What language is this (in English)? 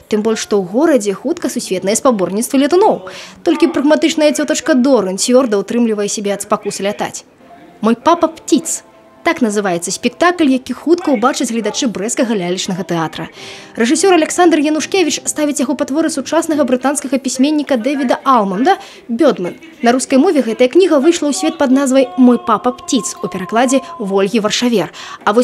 Belarusian